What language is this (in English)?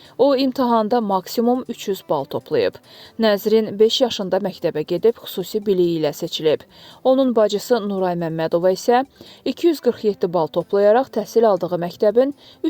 Azerbaijani